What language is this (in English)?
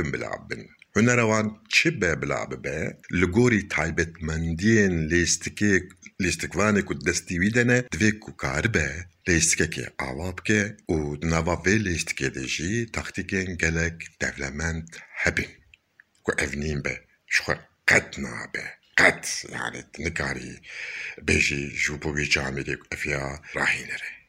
Kurdish